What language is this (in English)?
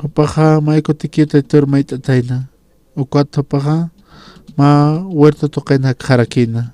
Aymara